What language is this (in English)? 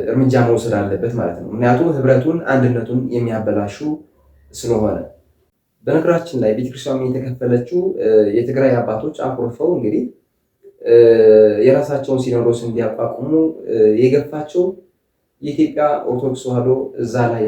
Amharic